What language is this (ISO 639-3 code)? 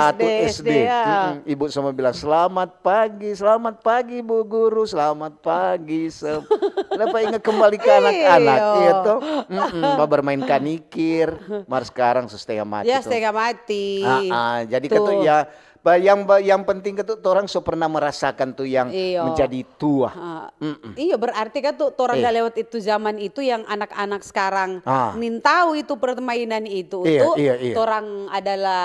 xmm